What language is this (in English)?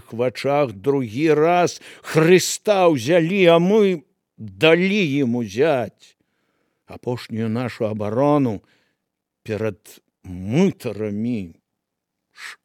Belarusian